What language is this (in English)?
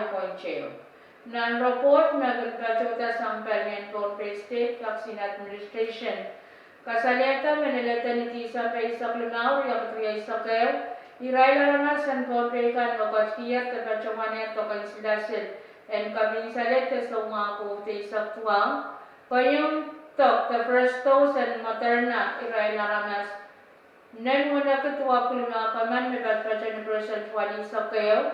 Pohnpeian